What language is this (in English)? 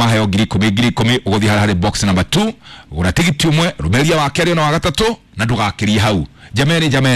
Kikuyu